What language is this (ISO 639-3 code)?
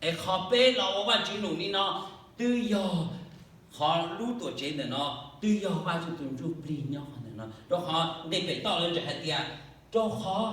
hmn